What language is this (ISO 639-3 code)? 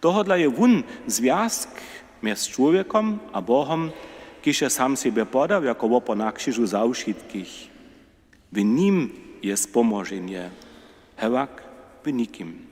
hsb